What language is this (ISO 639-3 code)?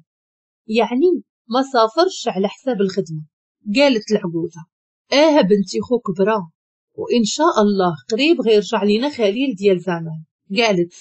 ary